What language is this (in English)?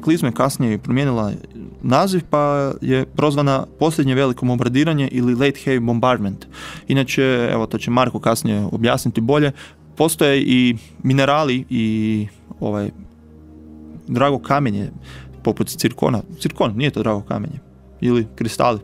Croatian